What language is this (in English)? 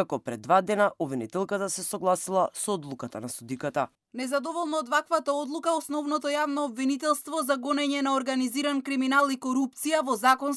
Macedonian